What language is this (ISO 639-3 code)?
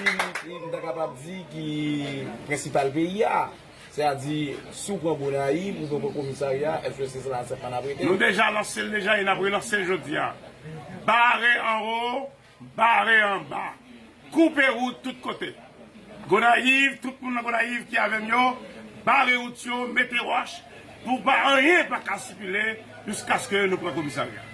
hat